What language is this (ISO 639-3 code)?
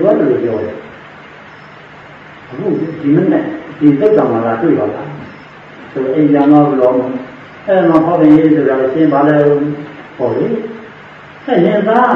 mya